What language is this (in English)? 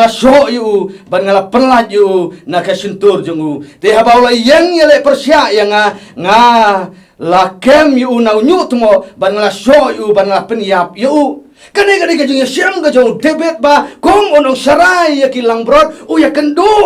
Khasi